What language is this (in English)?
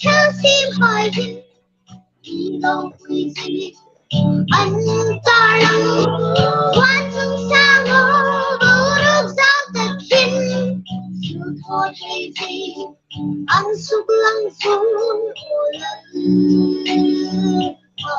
Hmar